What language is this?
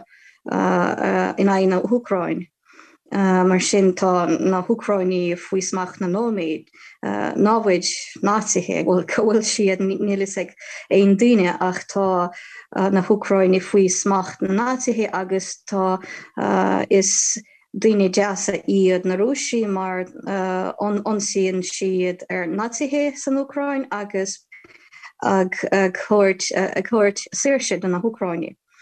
Irish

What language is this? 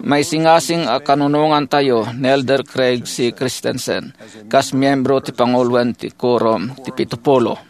Iloko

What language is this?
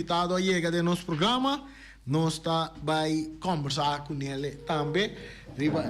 Papiamento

